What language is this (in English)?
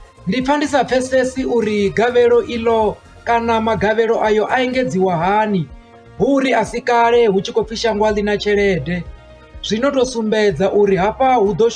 Venda